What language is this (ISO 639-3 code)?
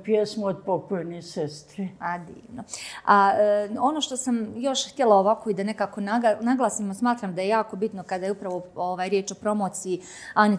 bos